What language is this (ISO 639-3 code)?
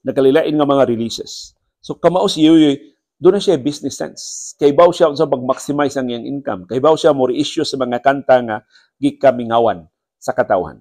ceb